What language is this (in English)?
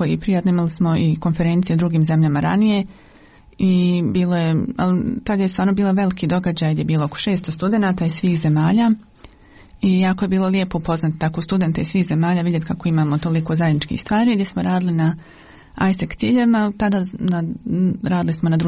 Bosnian